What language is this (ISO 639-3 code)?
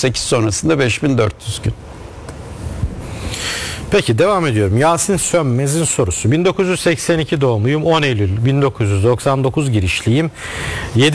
tur